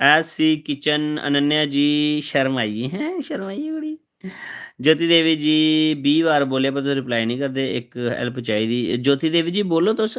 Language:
Dogri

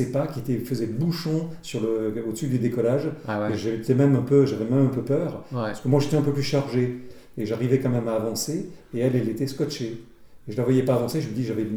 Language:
French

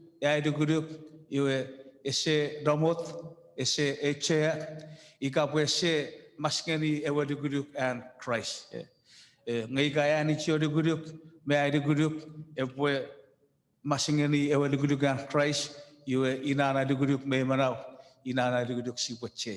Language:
Chuukese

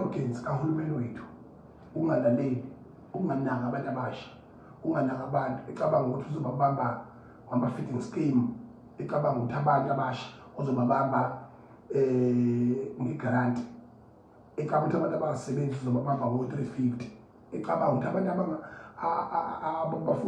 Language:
Zulu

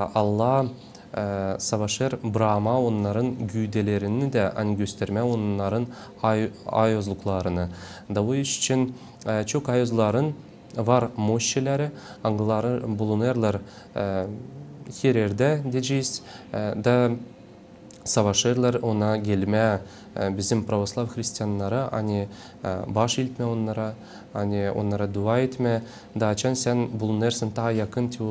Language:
Gagauz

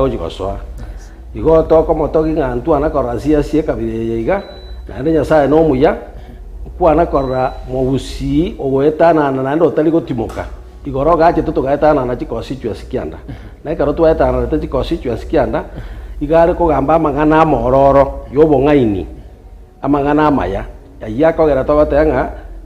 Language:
Gusii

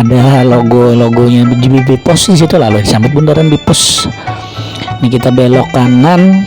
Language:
Banjar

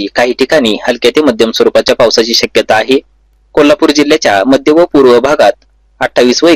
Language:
Marathi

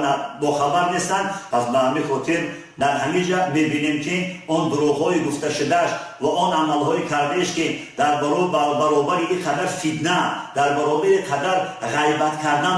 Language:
Tajik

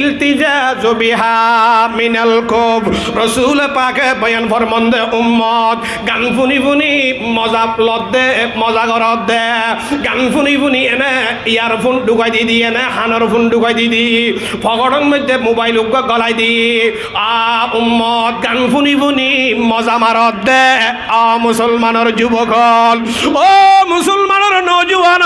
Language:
Rohingya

